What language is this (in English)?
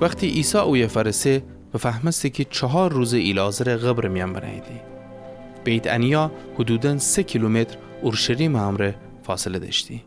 Gilaki